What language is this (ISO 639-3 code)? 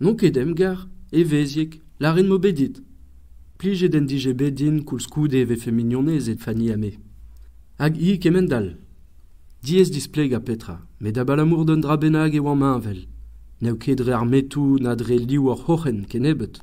bre